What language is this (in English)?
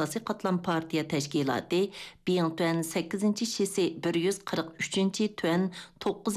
Uyghur